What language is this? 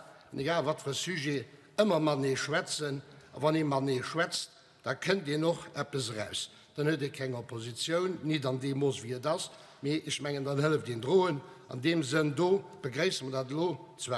Luxembourgish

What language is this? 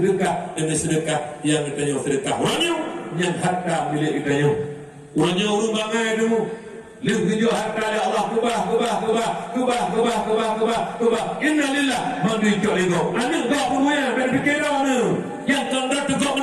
Achinese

